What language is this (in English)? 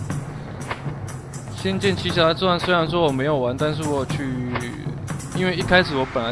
Chinese